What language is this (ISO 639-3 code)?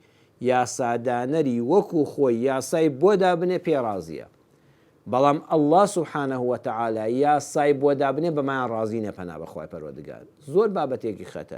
ckb